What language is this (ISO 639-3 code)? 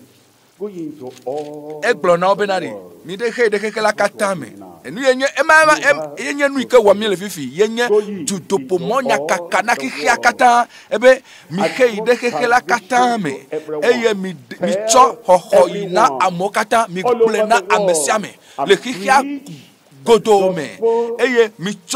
ewe